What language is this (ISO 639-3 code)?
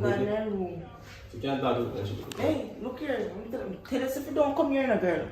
jam